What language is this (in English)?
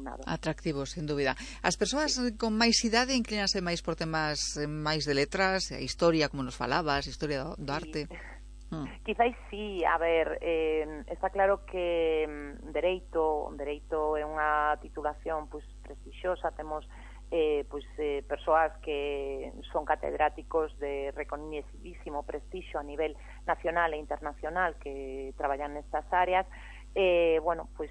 Galician